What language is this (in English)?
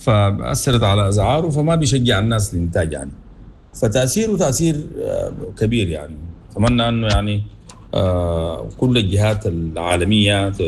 Sudanese Arabic